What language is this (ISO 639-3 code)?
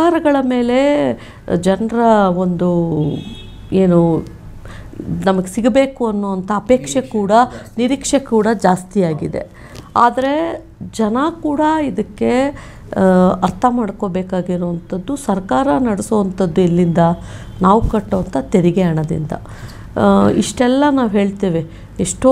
kan